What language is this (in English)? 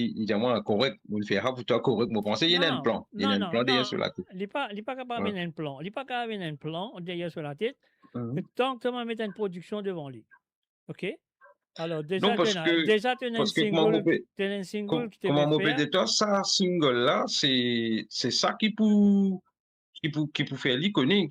Morisyen